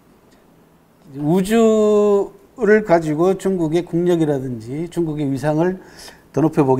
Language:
Korean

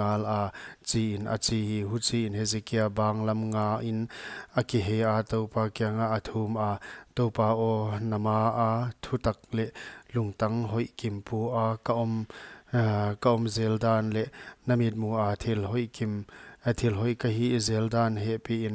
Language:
Paite Chin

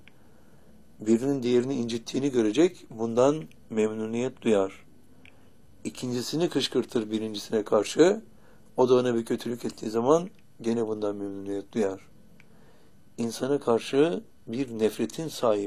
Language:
Turkish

